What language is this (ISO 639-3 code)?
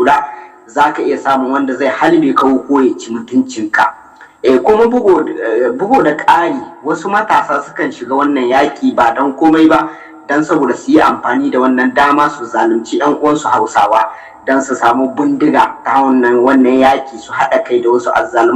hau